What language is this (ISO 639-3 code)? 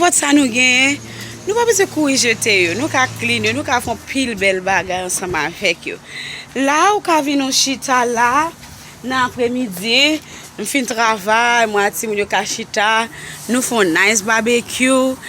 hat